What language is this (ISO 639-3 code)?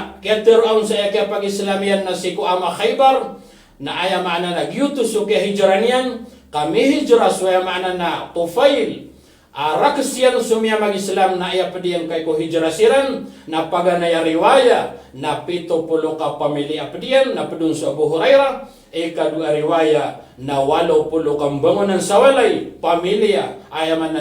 mrw